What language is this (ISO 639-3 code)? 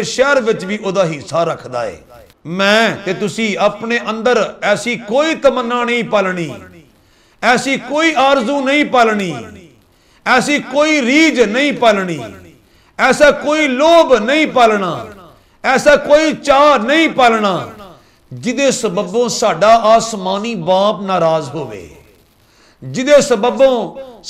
pan